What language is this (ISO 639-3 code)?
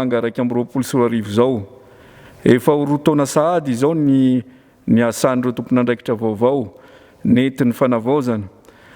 mlg